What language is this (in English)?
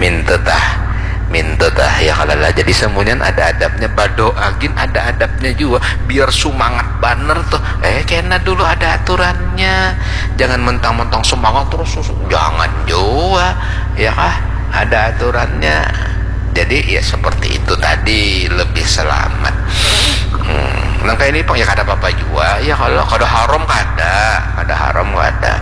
Banjar